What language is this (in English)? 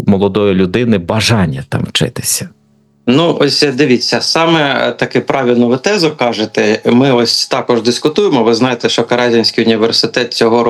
Ukrainian